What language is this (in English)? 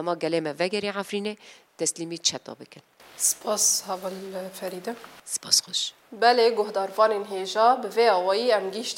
Kurdish